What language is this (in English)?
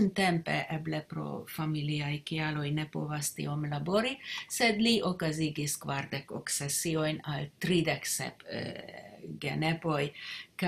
Esperanto